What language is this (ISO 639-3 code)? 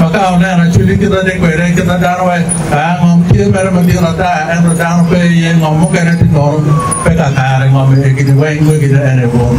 ach